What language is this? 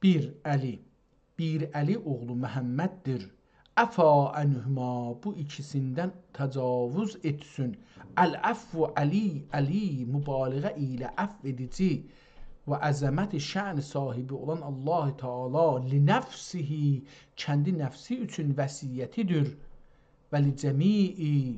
South Azerbaijani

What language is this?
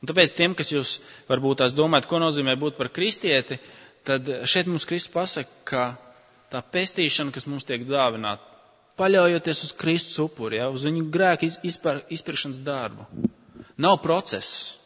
Latvian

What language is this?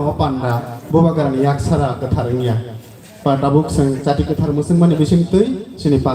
Kok Borok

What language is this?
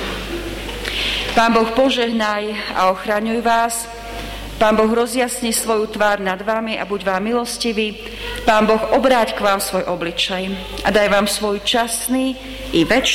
Slovak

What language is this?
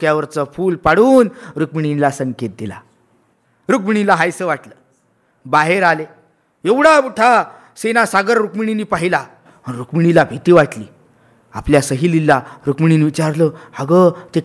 Marathi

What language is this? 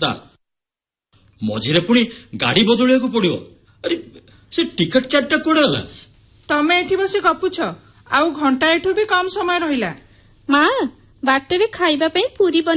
Odia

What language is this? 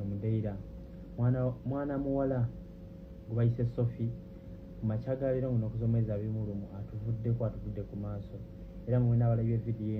Ganda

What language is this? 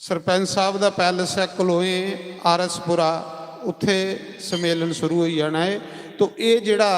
Dogri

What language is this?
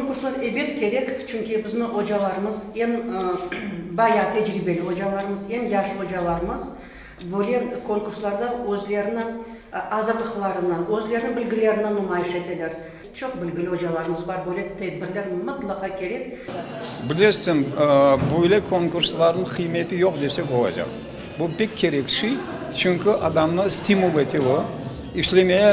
Crimean Tatar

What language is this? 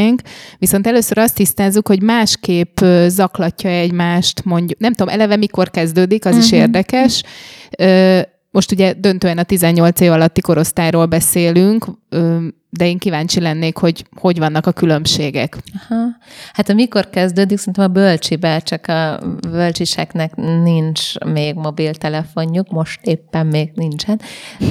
Hungarian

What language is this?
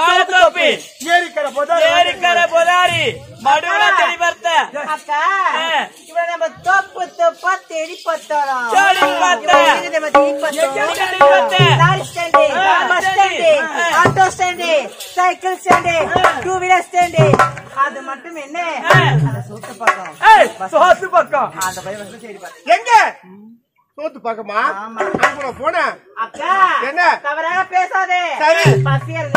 Tamil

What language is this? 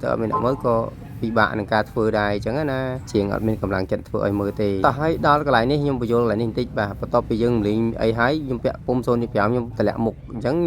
Khmer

